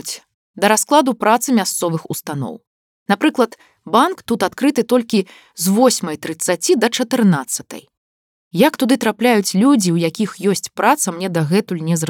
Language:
Belarusian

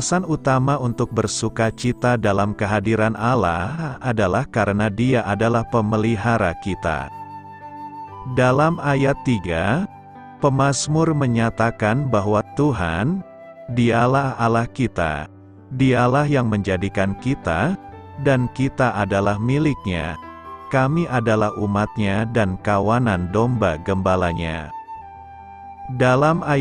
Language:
Indonesian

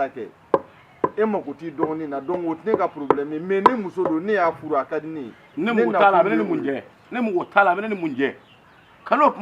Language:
Bambara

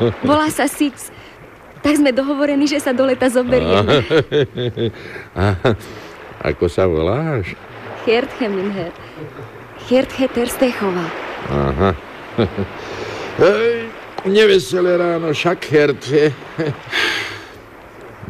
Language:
Slovak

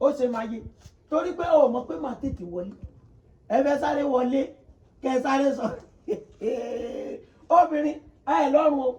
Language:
Yoruba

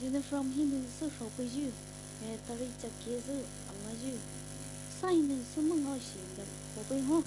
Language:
Poumei Naga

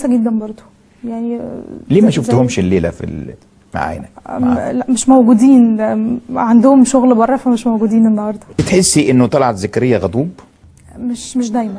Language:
Egyptian Arabic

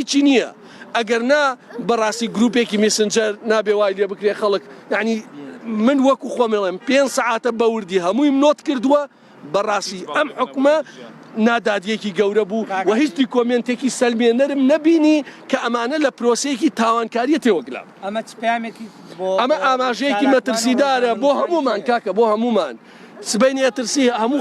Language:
Central Kurdish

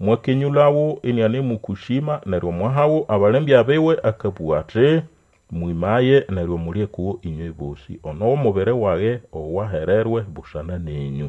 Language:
Nande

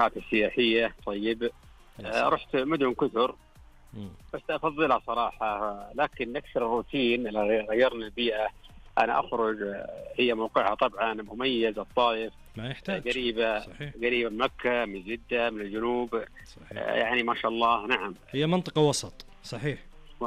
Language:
Najdi Arabic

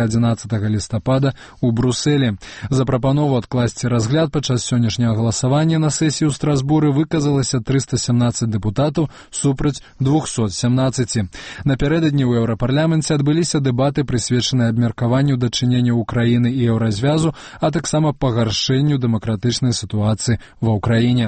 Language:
Belarusian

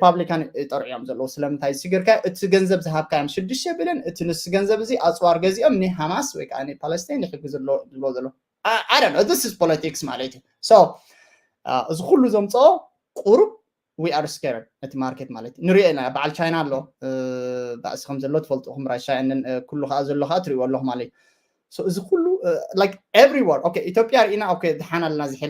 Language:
Tigrinya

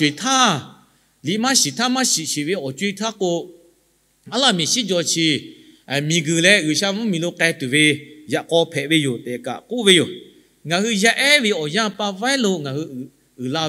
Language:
Lahu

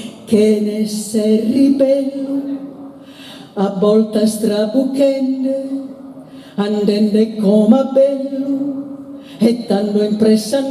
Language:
Sardinian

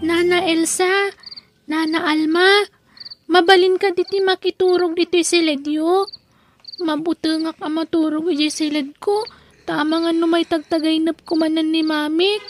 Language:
Iloko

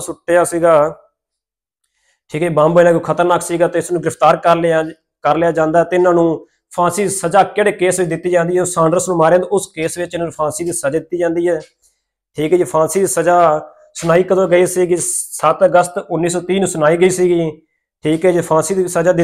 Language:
Punjabi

